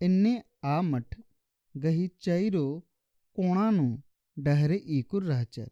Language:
Kurukh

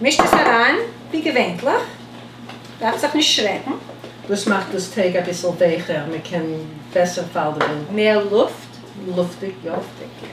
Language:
Yiddish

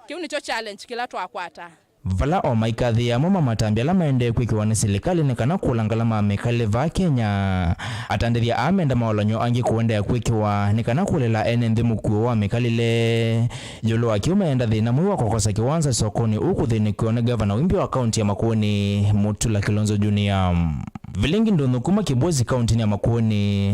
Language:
Kamba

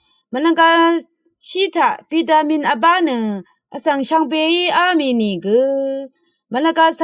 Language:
Rawang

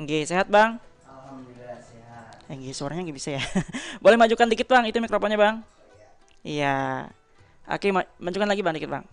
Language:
Banjar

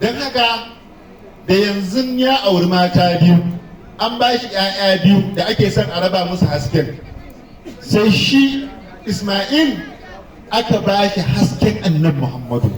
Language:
Hausa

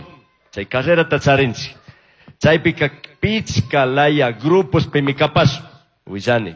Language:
Chimborazo Highland Quichua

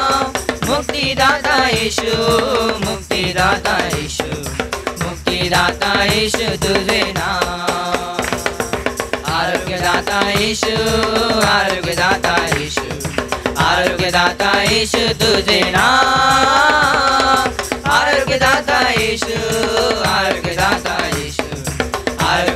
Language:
Marathi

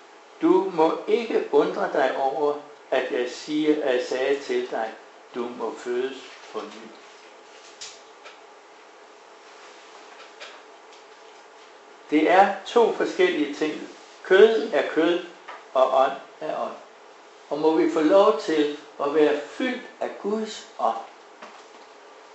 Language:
Danish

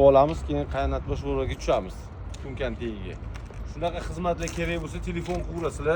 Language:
Uzbek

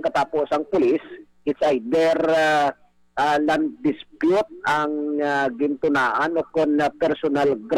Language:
Hiligaynon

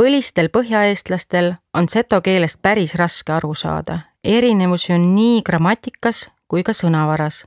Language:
Estonian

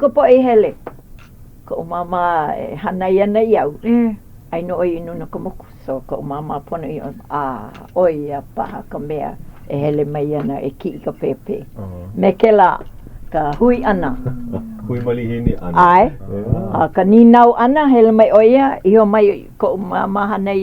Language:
Hawaiian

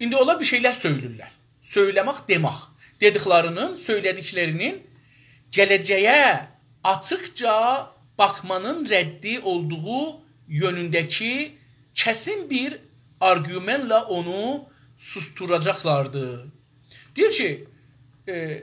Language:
South Azerbaijani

